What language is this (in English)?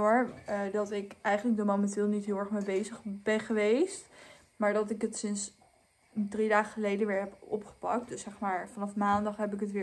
Dutch